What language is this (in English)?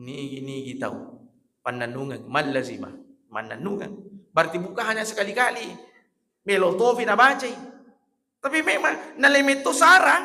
Buginese